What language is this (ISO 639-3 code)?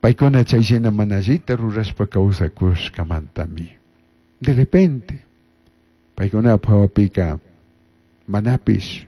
qug